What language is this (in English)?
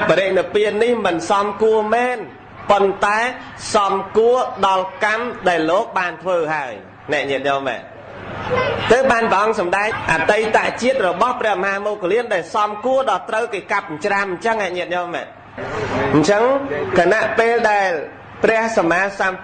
Khmer